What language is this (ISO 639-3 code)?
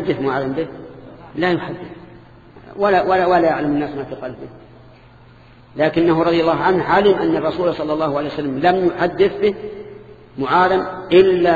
ara